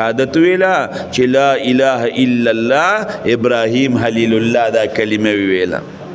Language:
Pashto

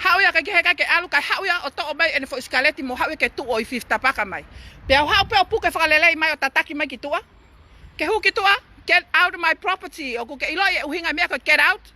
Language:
Tongan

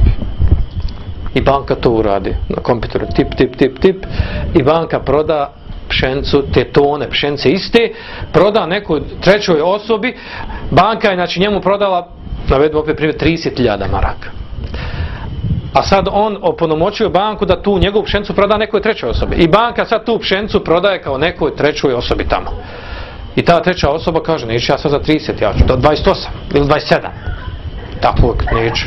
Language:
Bosnian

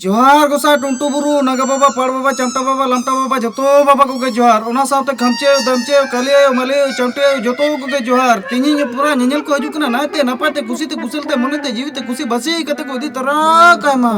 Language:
Santali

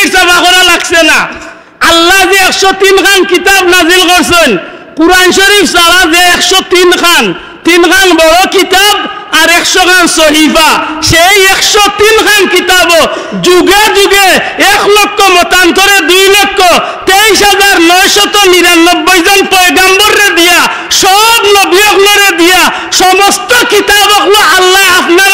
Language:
Sylheti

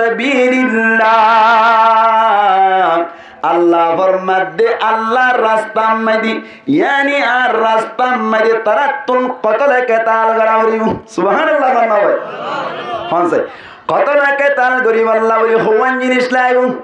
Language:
Rohingya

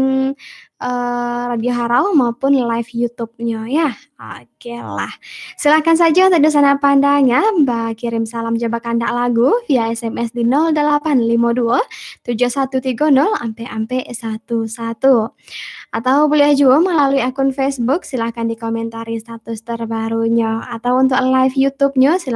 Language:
Minangkabau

